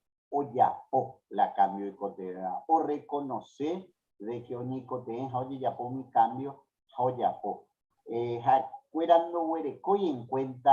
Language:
Guarani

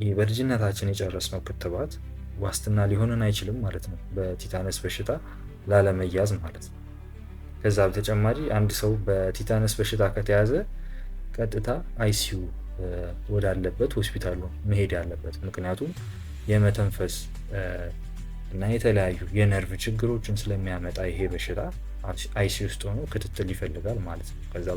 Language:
Amharic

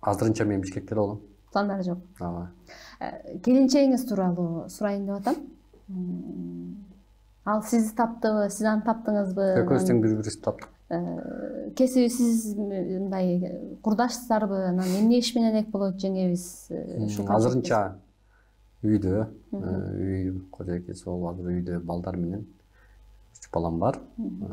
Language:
Kyrgyz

